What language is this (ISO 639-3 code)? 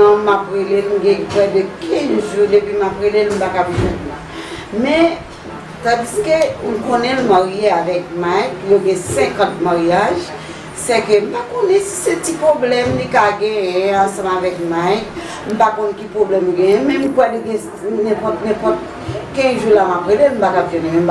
hat